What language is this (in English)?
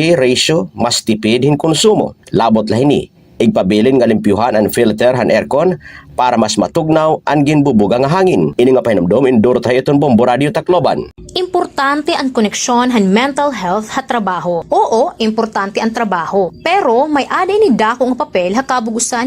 Waray